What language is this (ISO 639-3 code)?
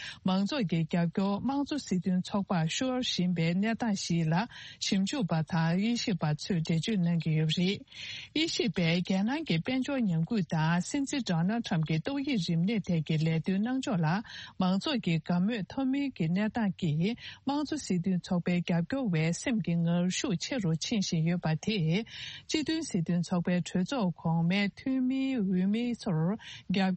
bod